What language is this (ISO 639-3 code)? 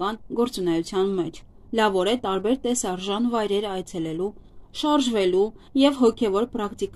hye